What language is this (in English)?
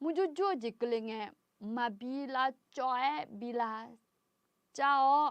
Akha